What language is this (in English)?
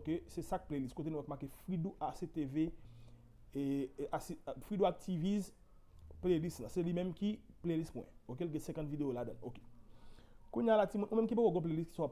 Haitian Creole